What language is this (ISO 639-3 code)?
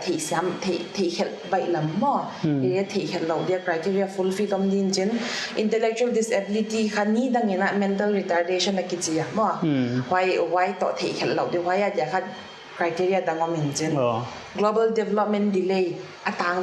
pck